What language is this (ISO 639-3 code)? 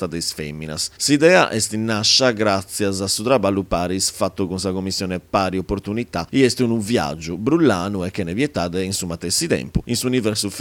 srd